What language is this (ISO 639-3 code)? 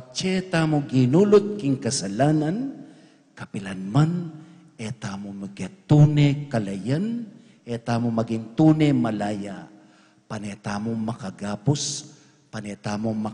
pam